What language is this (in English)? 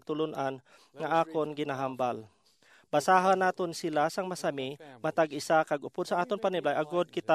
Hiligaynon